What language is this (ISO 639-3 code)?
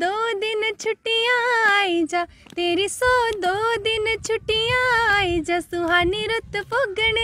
doi